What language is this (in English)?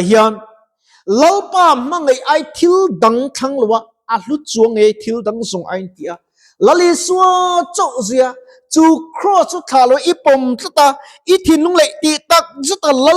Mizo